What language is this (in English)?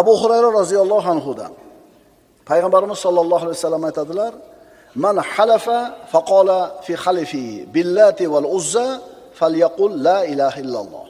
Uzbek